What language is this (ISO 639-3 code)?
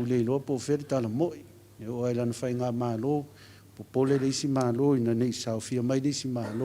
smo